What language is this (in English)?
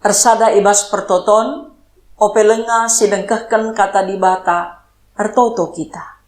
Batak Karo